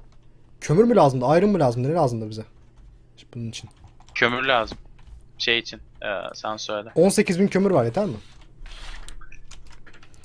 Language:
Turkish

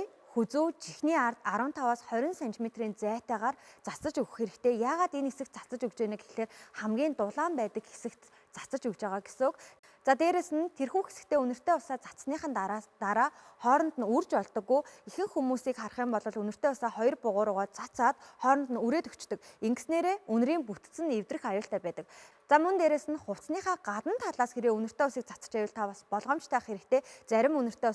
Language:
Mongolian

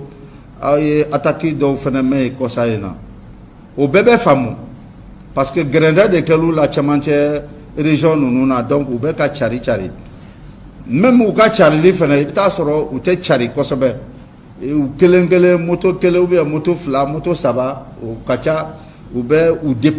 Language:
Bambara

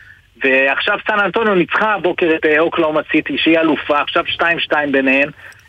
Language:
Hebrew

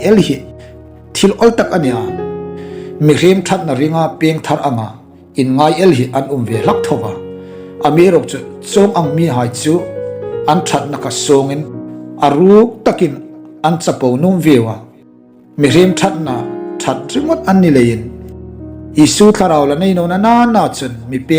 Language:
Hmar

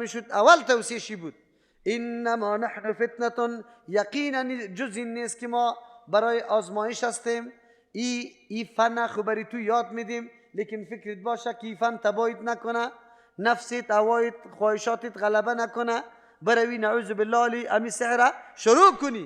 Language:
Persian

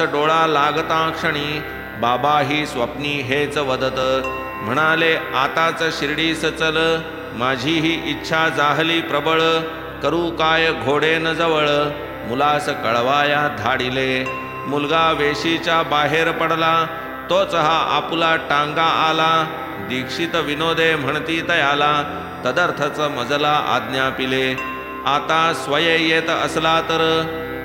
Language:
Marathi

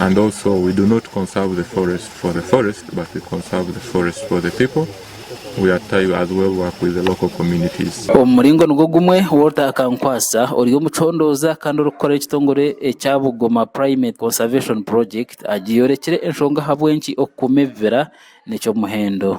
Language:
Nyankole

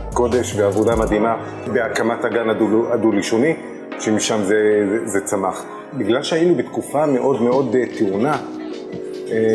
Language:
Hebrew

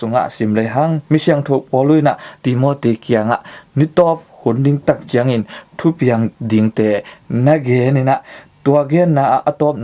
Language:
Tedim Chin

